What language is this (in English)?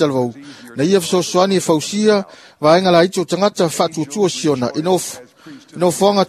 Samoan